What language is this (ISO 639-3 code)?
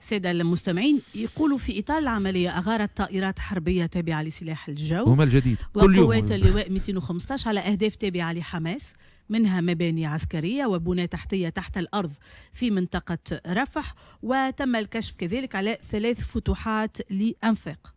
aeb